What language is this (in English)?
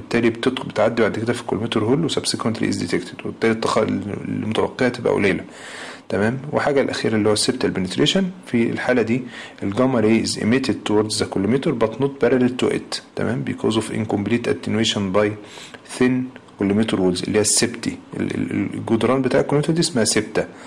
Egyptian Arabic